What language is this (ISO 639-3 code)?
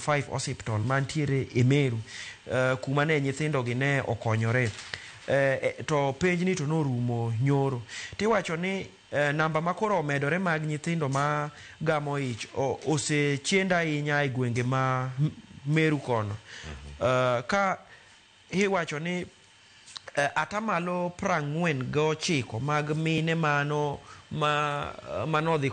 luo